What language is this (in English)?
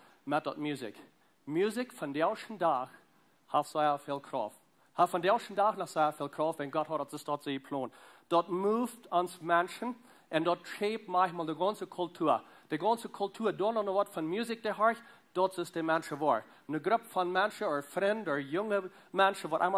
Plautdietsch